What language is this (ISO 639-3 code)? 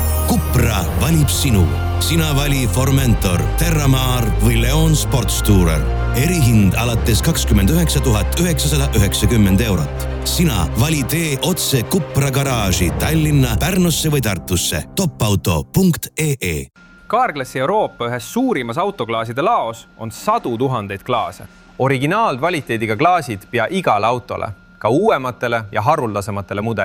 est